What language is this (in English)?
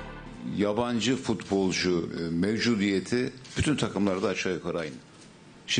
Turkish